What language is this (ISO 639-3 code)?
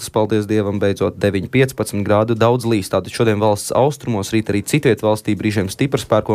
lav